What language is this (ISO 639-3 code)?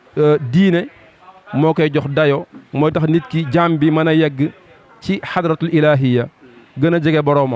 wol